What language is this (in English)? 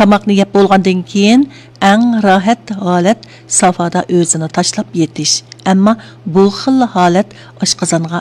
Uyghur